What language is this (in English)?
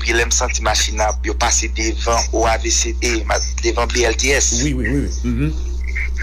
Haitian Creole